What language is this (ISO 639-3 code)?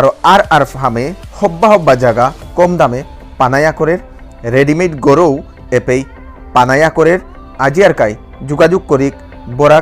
bpy